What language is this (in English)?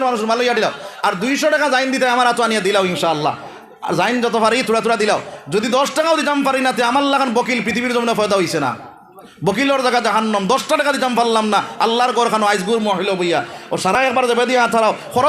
Sylheti